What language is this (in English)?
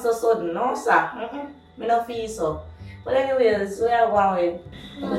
Jamaican Creole English